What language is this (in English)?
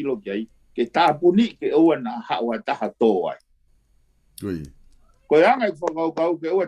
Tongan